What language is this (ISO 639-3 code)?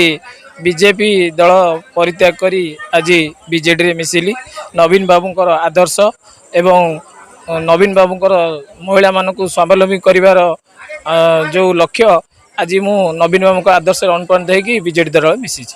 ori